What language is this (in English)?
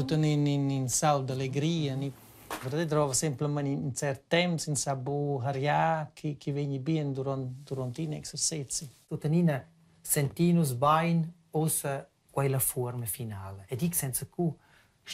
Romansh